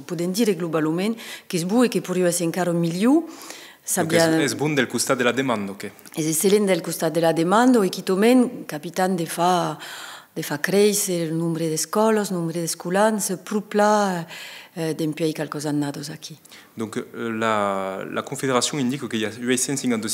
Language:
Occitan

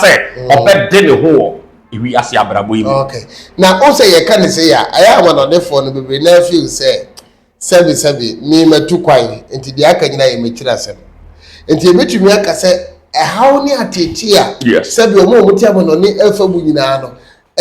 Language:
Akan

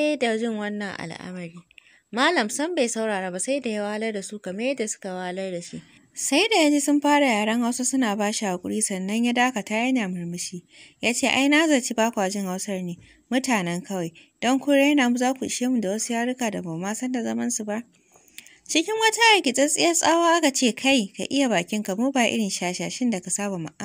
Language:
Hausa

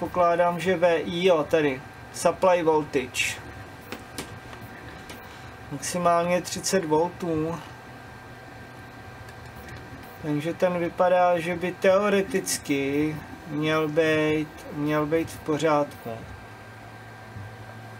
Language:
Czech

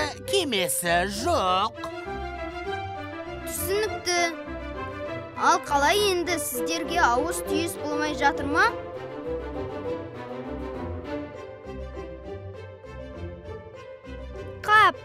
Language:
Kazakh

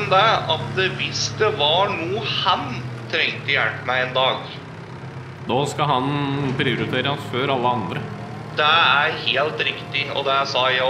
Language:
Norwegian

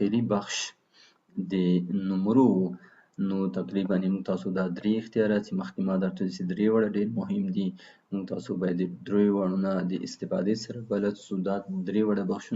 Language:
Pashto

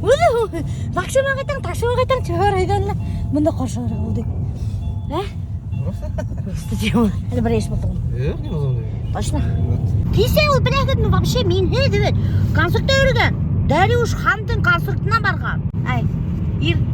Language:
Bashkir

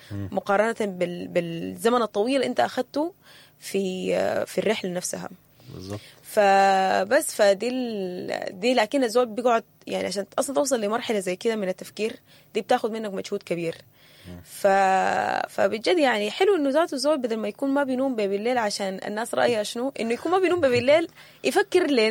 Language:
Sudanese Arabic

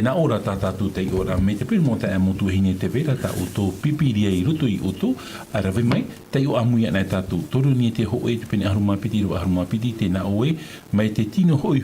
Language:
Tahitian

